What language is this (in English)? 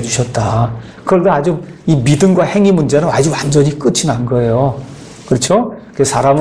Korean